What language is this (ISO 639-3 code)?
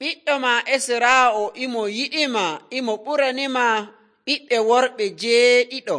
fuv